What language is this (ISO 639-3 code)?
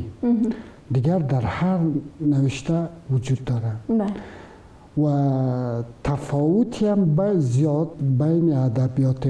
fas